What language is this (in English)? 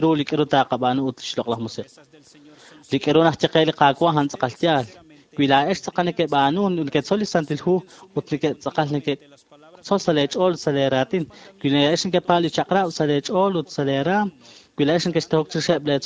Kekchí